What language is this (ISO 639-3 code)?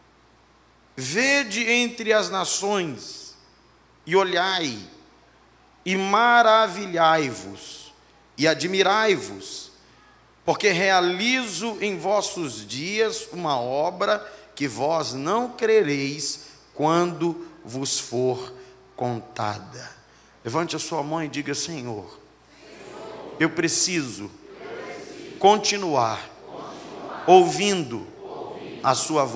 por